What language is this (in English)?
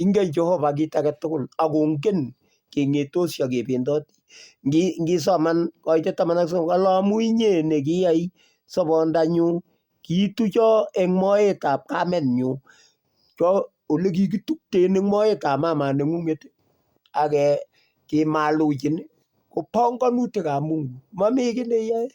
Kalenjin